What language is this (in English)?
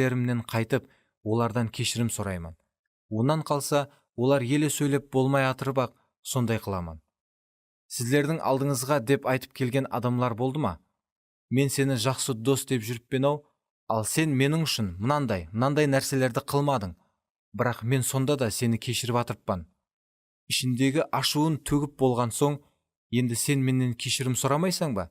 Kara-Kalpak